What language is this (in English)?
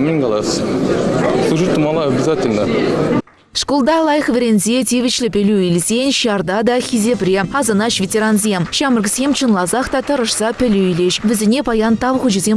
Chuvash